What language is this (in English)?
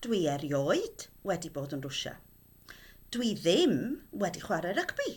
Welsh